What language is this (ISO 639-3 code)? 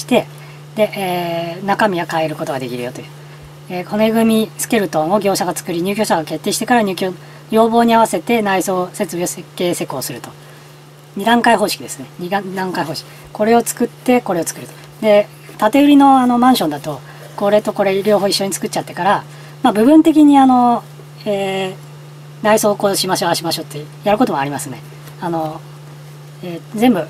jpn